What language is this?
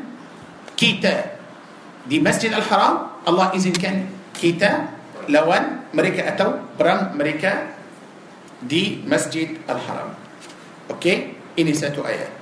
Malay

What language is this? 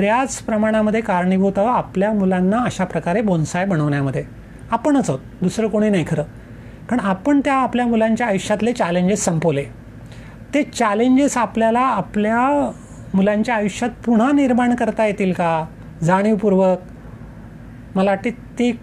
Marathi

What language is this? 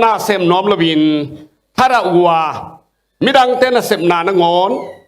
Tedim Chin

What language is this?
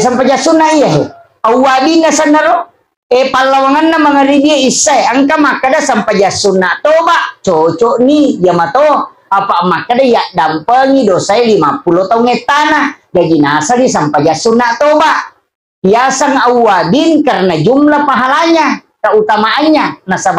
Buginese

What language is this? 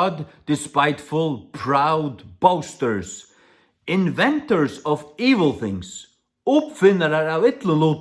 Faroese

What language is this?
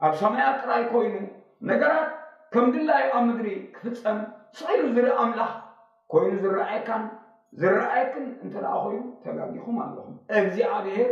Tigrinya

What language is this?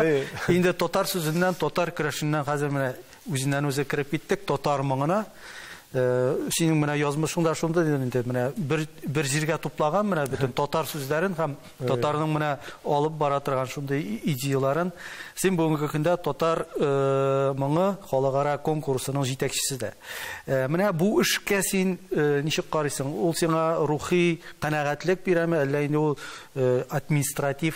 Tatar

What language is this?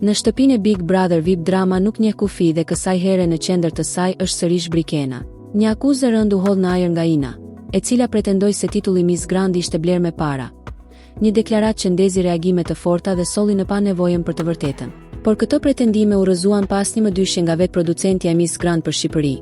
Albanian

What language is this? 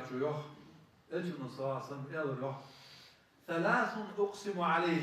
Ingush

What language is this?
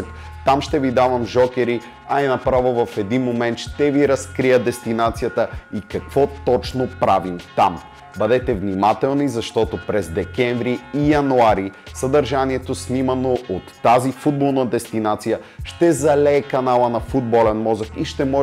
Bulgarian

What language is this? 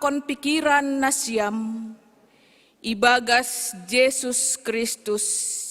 Batak Simalungun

